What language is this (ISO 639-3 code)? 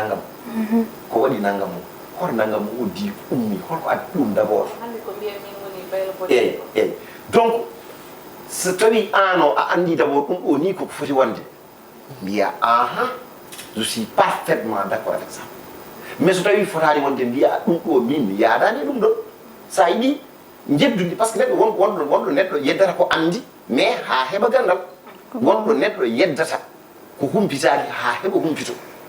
ful